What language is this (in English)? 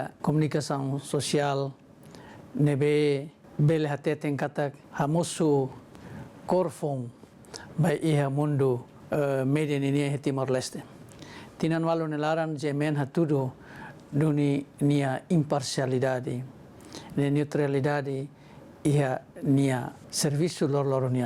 Tetum